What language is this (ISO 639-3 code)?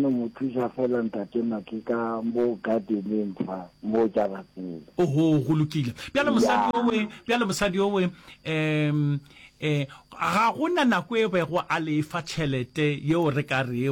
nso